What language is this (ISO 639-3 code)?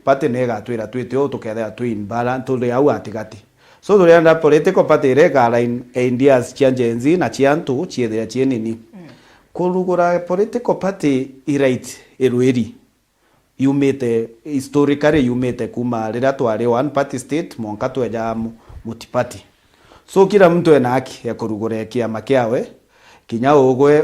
mer